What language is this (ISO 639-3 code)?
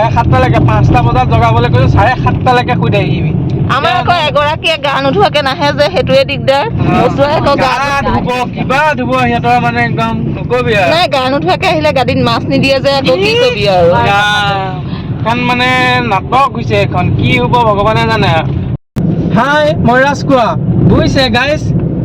asm